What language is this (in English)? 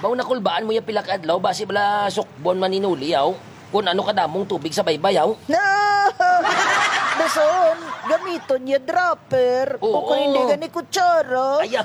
Hiligaynon